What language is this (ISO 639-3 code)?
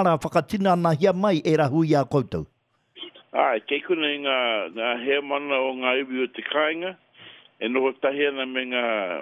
mri